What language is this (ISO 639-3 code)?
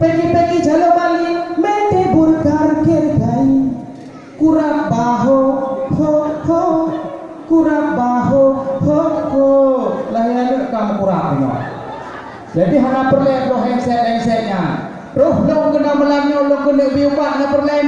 ace